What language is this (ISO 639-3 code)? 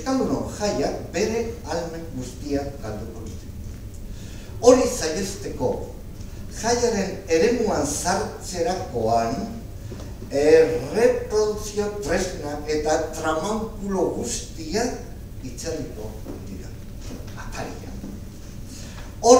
eus